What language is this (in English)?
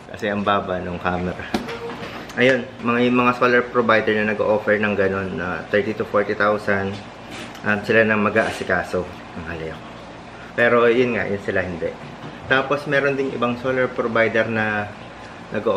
Filipino